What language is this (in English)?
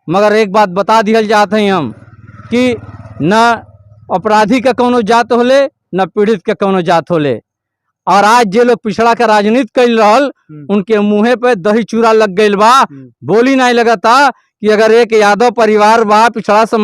Bhojpuri